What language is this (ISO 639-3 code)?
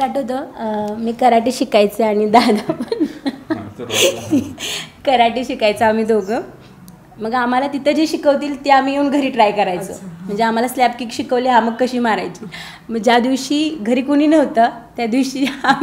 mar